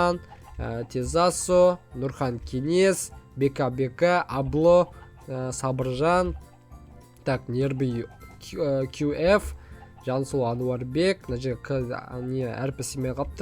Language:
Kazakh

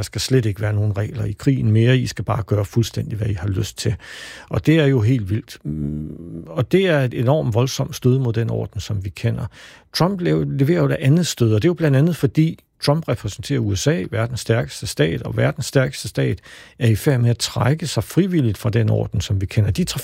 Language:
Danish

